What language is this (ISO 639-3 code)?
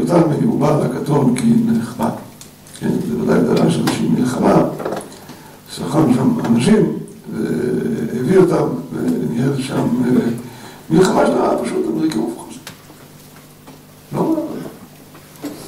heb